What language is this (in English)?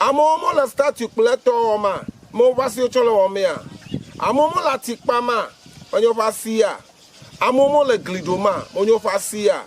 Ewe